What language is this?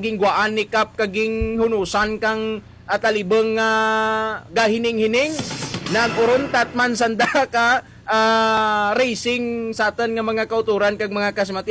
Hiligaynon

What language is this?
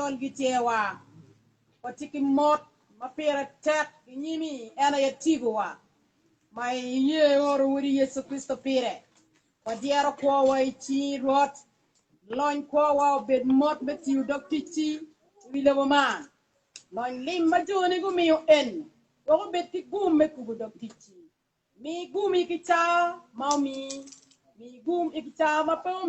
Acoli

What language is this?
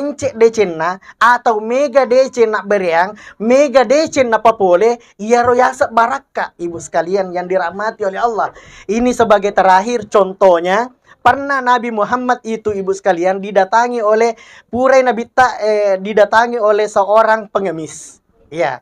Buginese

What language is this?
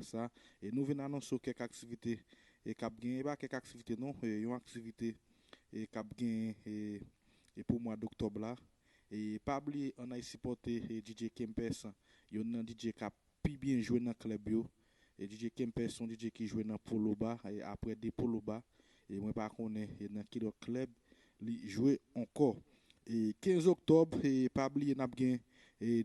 Haitian Creole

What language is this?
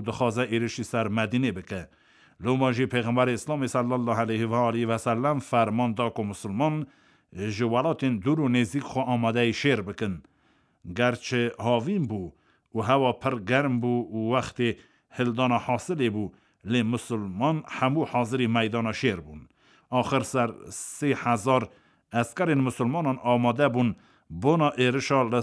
Kurdish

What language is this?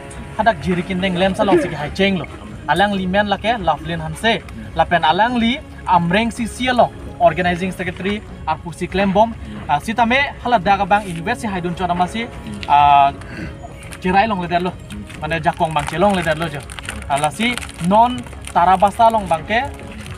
Karbi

